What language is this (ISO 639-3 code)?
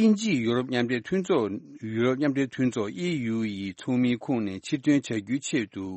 bod